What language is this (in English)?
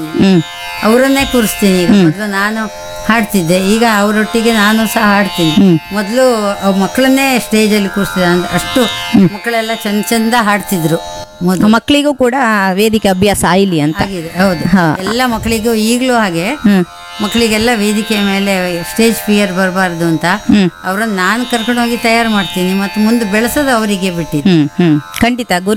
Kannada